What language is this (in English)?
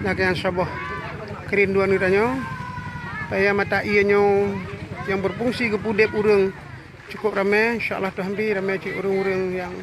Achinese